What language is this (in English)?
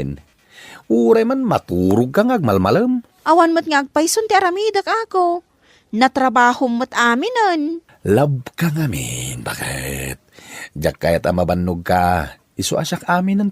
Iloko